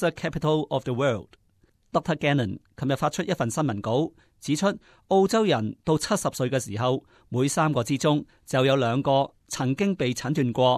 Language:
Cantonese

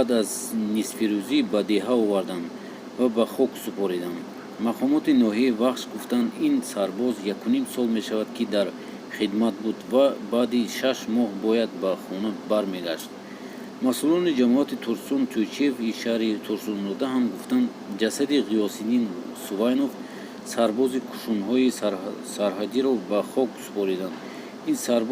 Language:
Tajik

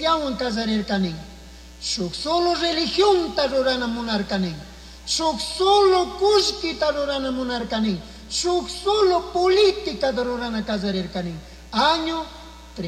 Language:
Chimborazo Highland Quichua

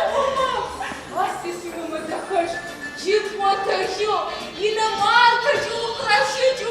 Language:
Adyghe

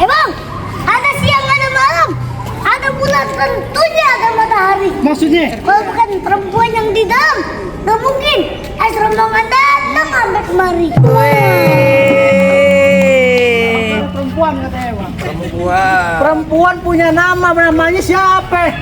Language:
Betawi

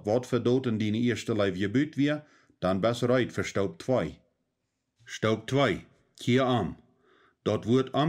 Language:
Plautdietsch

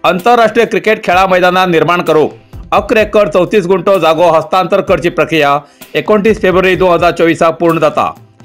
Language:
Konkani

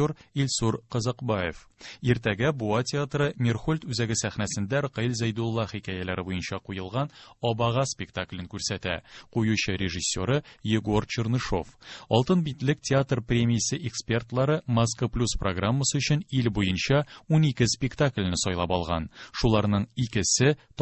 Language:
Tatar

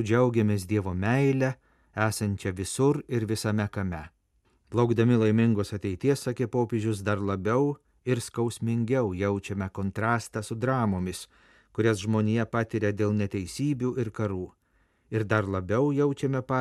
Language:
Lithuanian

